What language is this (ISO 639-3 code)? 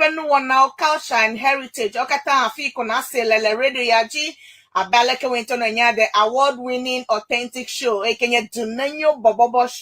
ewe